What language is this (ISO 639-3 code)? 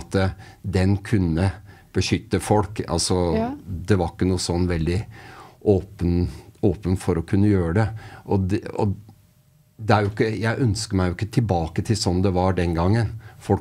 nor